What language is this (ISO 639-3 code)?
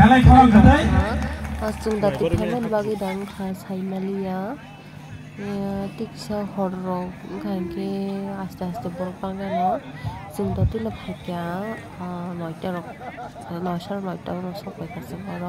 trp